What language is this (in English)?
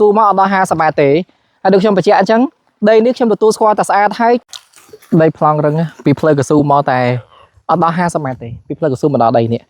Khmer